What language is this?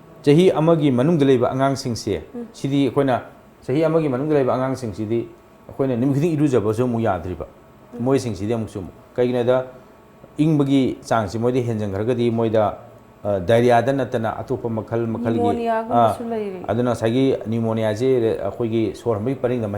Manipuri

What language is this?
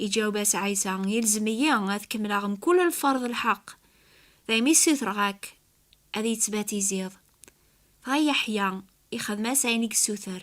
Kabyle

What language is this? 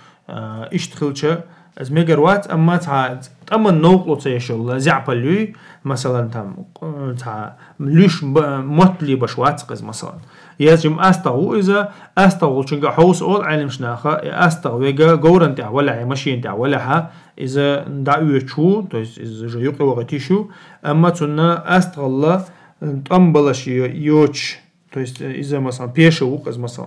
Chechen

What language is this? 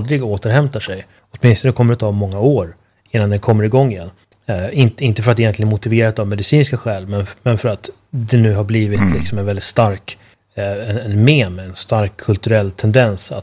Swedish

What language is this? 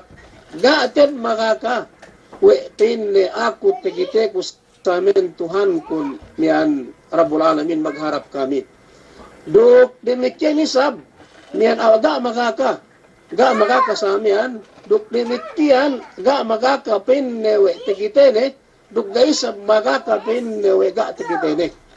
Yakan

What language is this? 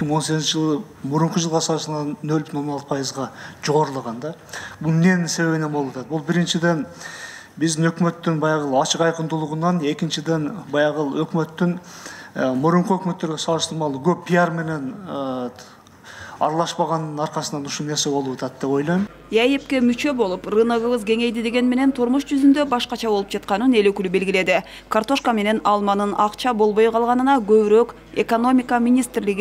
Kyrgyz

